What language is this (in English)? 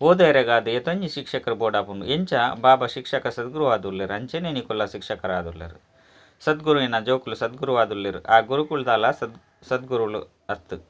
Tulu